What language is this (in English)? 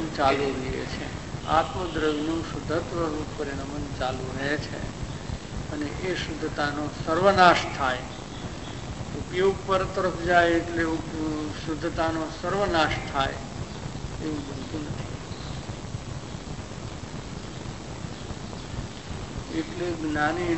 Gujarati